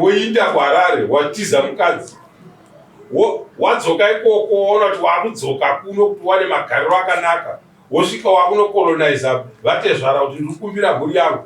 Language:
Shona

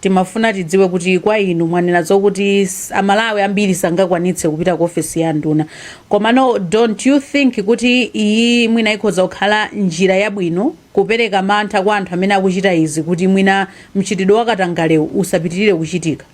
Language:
Nyanja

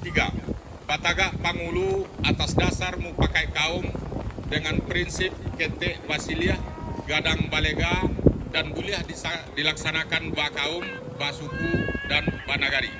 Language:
Minangkabau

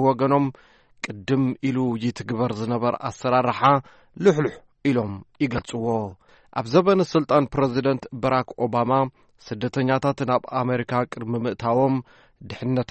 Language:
Tigrinya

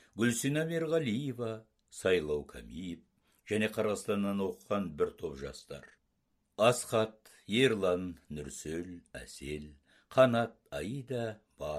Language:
Kazakh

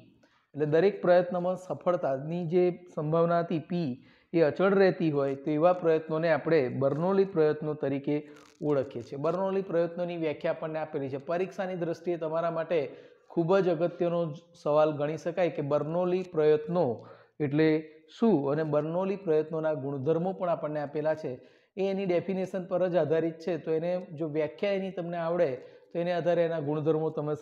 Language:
Gujarati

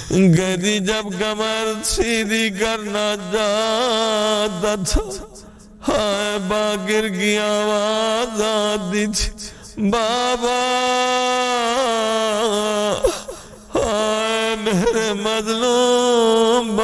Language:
Urdu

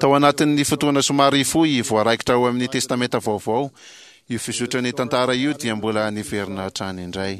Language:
Malagasy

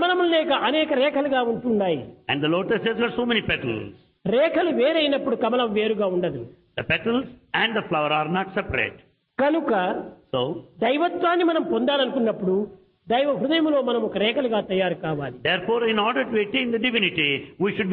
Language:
Telugu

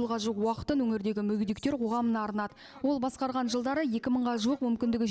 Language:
Kazakh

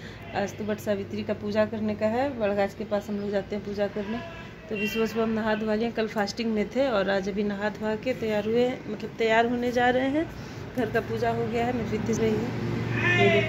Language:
Hindi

